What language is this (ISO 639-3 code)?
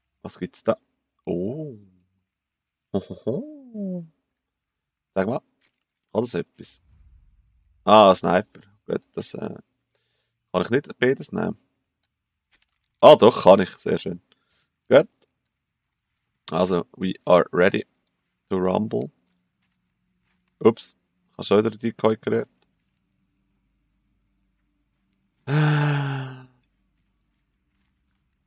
deu